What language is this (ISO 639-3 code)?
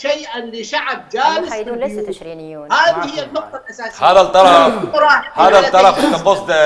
acm